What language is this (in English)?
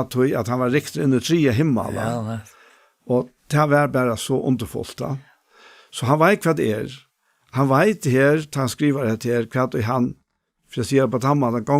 Faroese